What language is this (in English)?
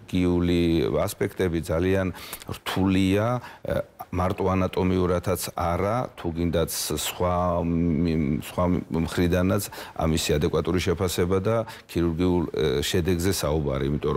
Georgian